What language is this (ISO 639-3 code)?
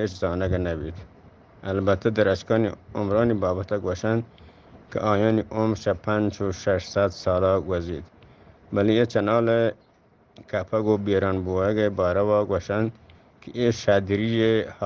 bgp